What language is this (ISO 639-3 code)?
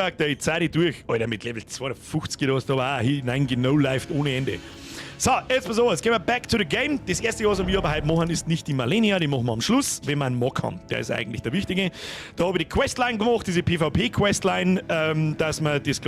bar